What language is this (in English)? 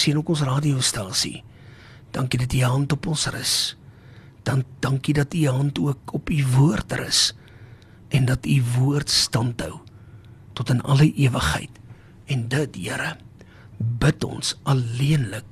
Afrikaans